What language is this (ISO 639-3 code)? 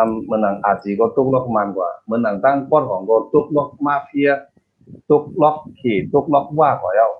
shn